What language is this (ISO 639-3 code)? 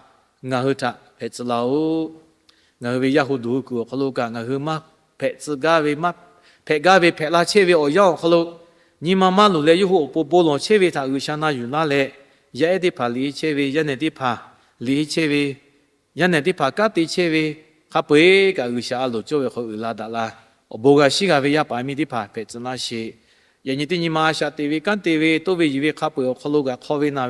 lhu